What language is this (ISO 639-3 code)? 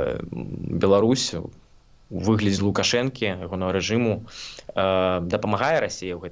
bel